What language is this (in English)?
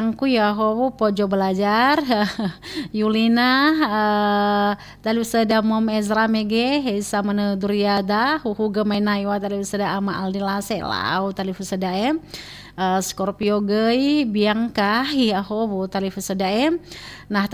Nias